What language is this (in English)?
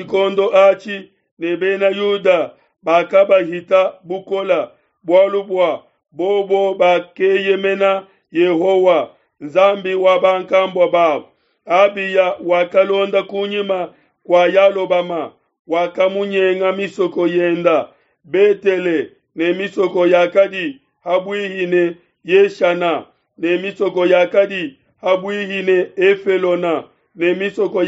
Luba-Lulua